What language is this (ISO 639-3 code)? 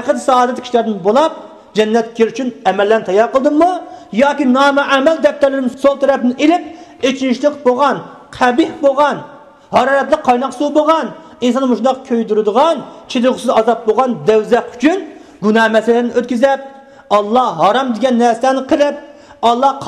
uig